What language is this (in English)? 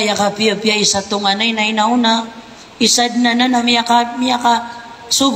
Maranao